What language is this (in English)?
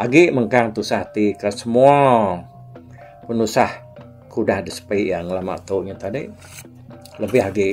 Iban